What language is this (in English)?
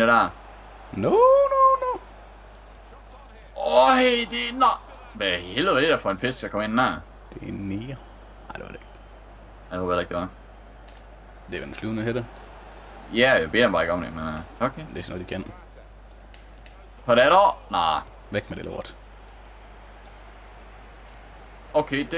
Danish